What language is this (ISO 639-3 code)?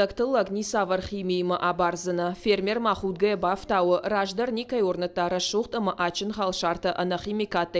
oss